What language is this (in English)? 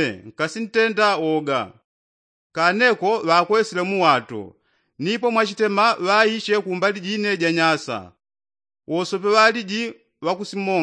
Yao